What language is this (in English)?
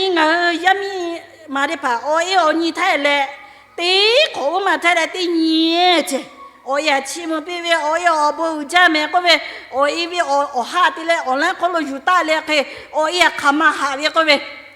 Lahu